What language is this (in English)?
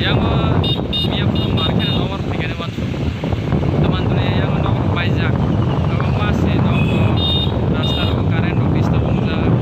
Kok Borok